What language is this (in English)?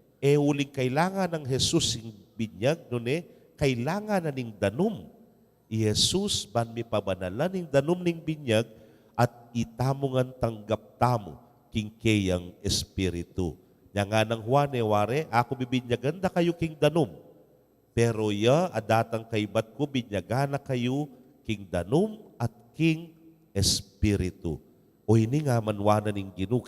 Pampanga